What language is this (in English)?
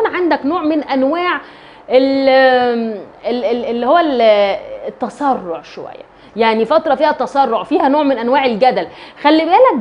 Egyptian Arabic